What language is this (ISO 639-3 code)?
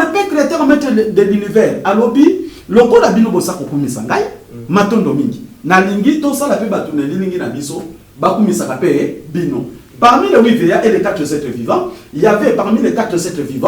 lin